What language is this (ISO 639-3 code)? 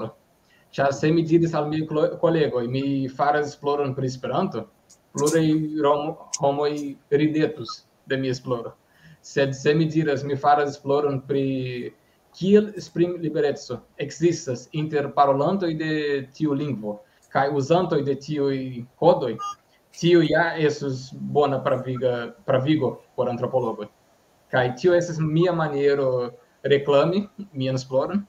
epo